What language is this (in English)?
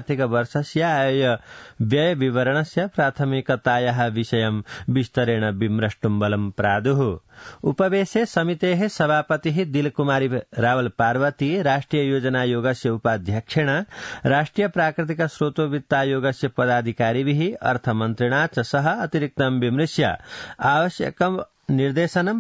Sanskrit